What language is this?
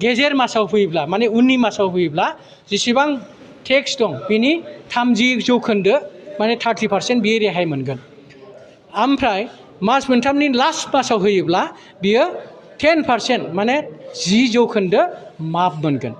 Bodo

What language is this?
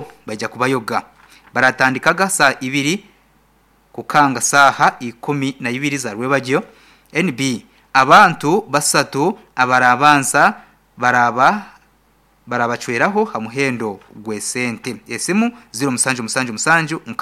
Nyankole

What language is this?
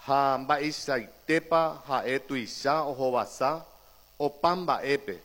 Guarani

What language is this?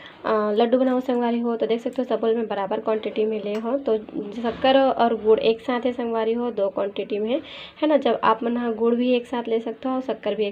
Chhattisgarhi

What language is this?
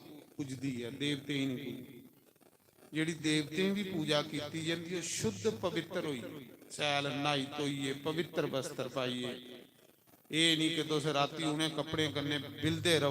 Dogri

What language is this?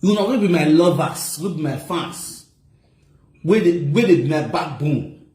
Nigerian Pidgin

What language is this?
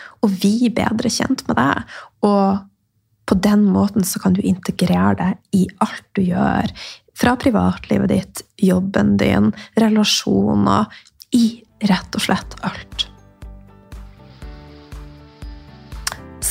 Norwegian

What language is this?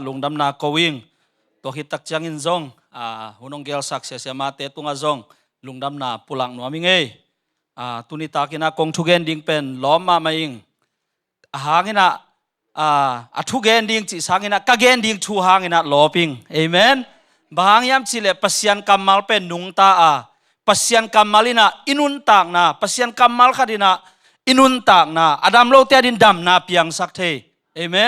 Tedim Chin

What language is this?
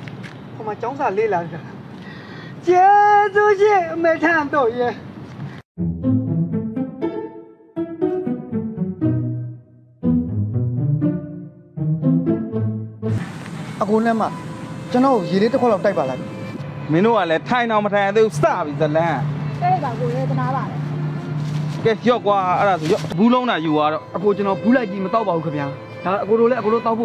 Burmese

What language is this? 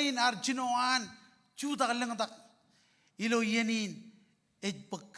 Marshallese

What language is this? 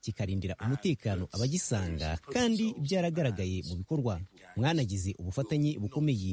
Kinyarwanda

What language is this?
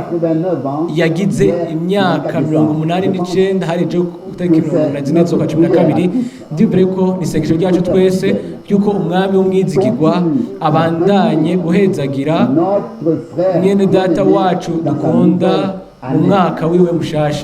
Rundi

